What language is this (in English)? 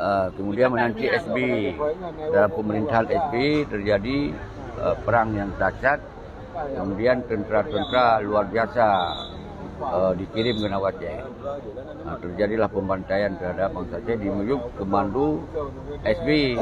Achinese